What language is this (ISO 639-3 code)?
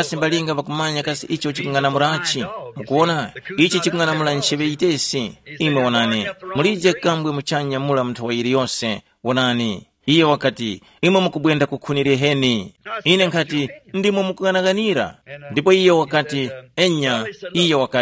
tum